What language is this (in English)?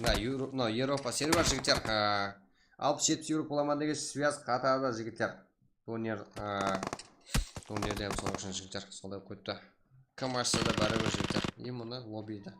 Kara-Kalpak